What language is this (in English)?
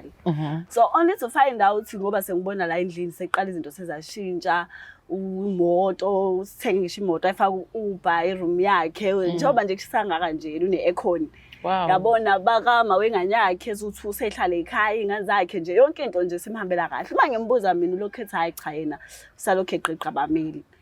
Zulu